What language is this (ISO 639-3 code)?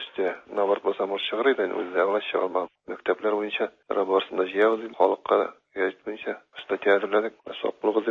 tat